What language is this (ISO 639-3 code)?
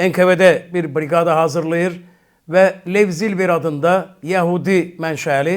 aze